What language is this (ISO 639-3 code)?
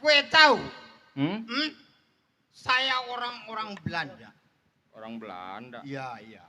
bew